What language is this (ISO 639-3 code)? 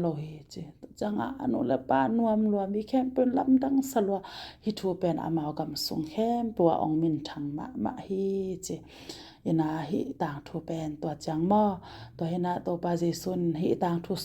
ctd